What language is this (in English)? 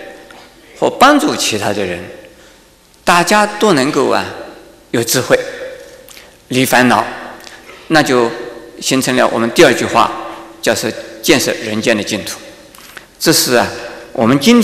Chinese